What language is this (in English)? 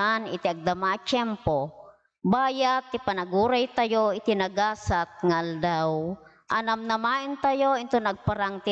Iloko